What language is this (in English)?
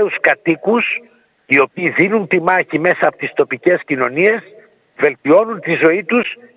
Greek